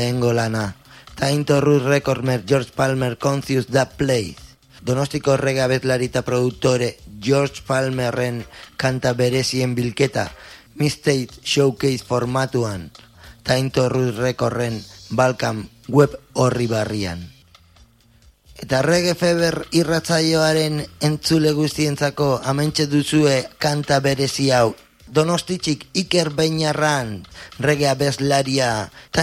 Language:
Basque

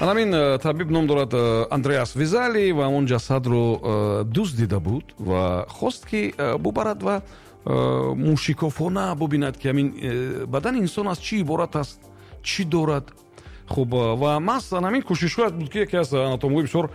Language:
Tajik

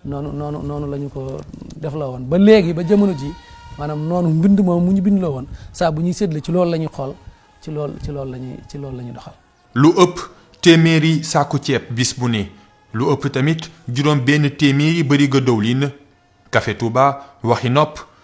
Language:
Wolof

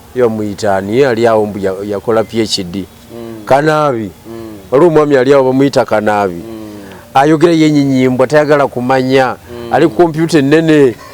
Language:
Ganda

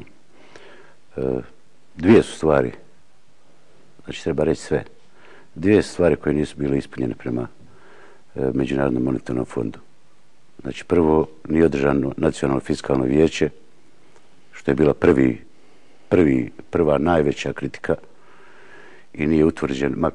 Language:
Bosnian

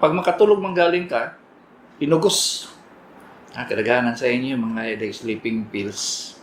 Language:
Cebuano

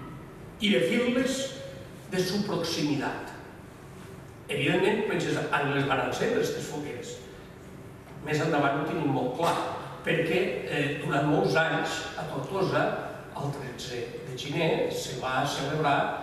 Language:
Catalan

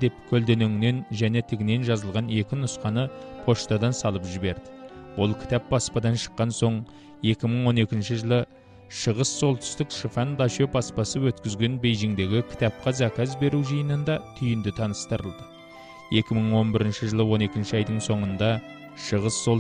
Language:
Kazakh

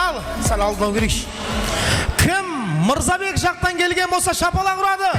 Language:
Kara-Kalpak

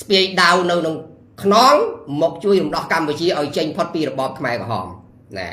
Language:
Khmer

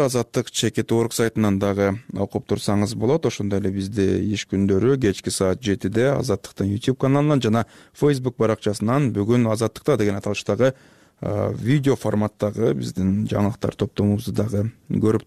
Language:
Kyrgyz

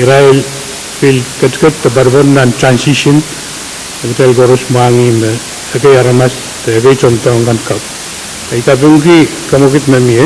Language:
Pohnpeian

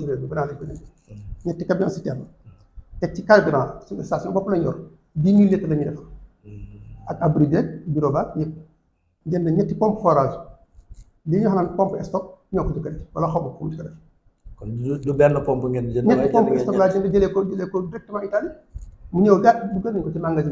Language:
Wolof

